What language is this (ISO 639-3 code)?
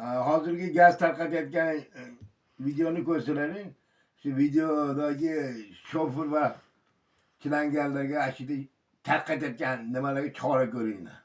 uzb